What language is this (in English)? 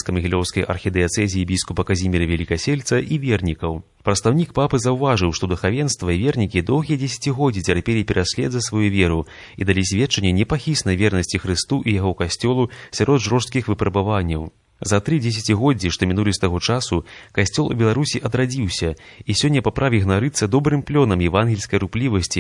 Belarusian